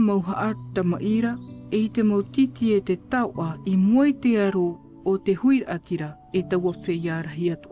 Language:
Tahitian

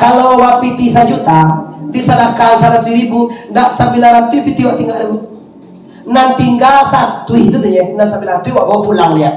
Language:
Minangkabau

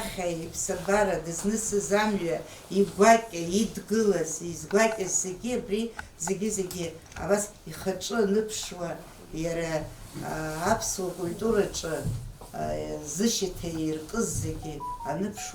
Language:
Abkhazian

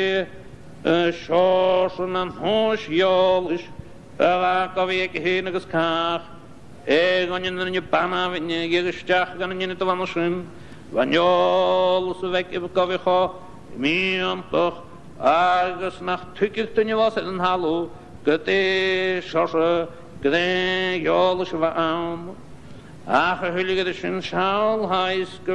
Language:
Scottish Gaelic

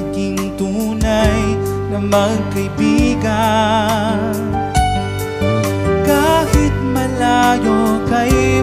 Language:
Filipino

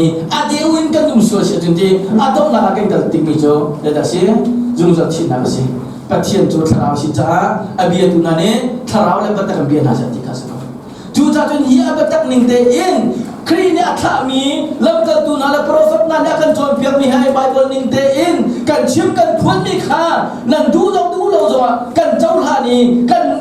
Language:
Hakha Chin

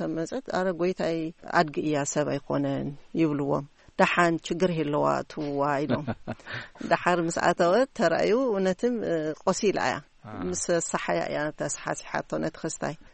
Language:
Tigrinya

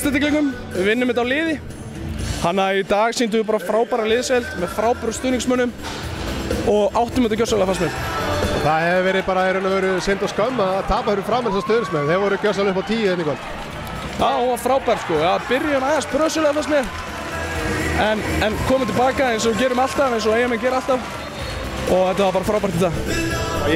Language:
Icelandic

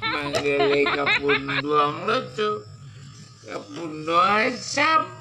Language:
Minangkabau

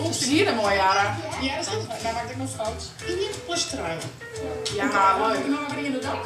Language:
Western Frisian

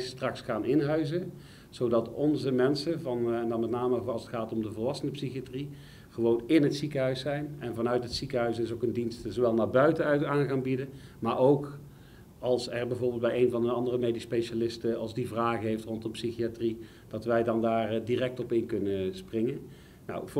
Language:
Dutch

